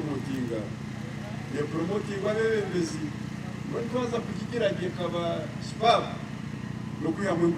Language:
Nyankole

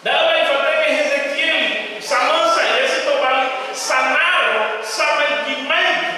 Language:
Nias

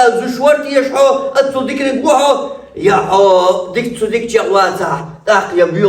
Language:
Chechen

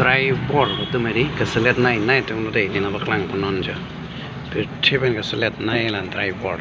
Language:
Karbi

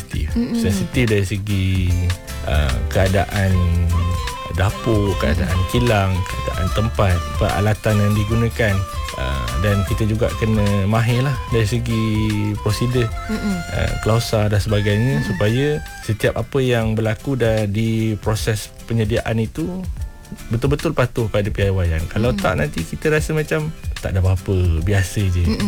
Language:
Malay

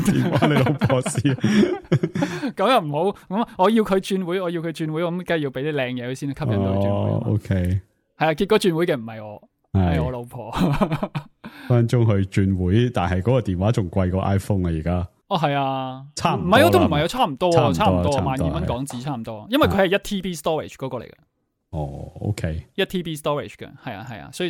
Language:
Cantonese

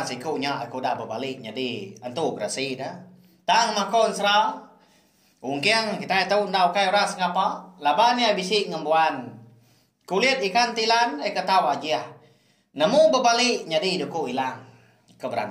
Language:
Iban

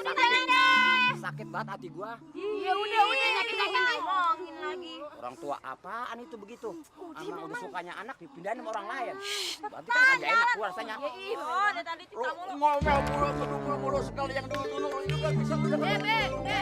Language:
Betawi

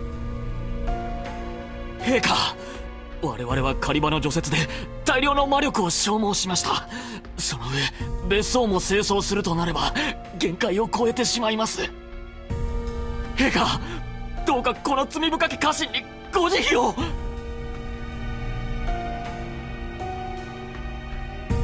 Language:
Japanese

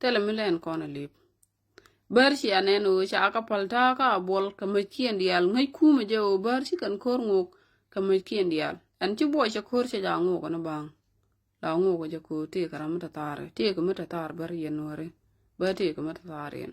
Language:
Nuer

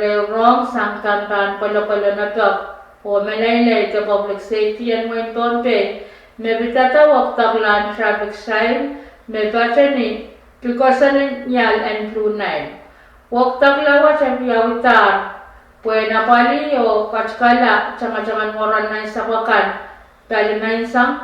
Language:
Pohnpeian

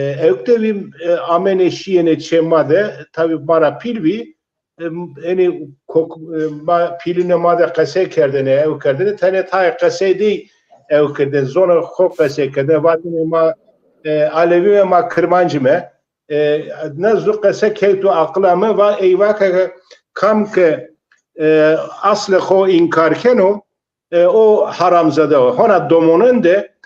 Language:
Zaza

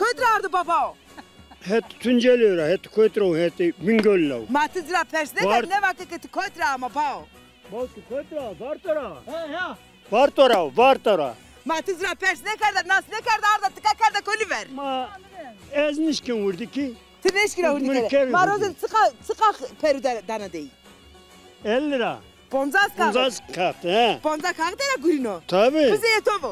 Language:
Zaza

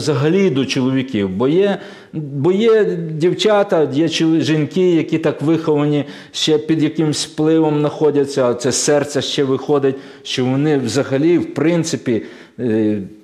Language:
Ukrainian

